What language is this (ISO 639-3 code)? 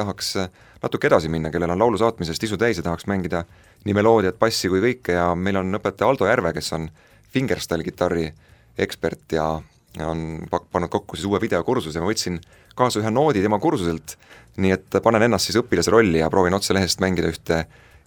est